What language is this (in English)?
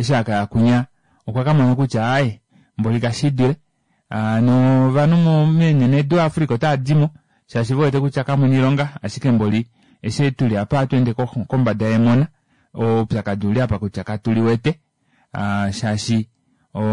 Kuanyama